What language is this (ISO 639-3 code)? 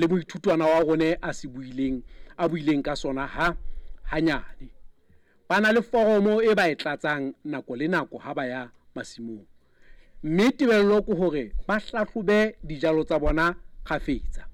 sot